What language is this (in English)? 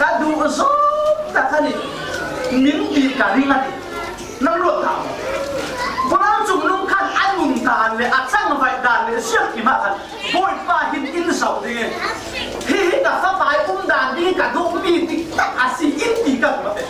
Falam Chin